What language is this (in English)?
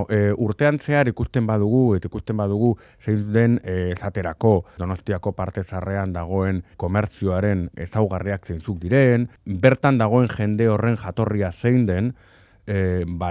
Basque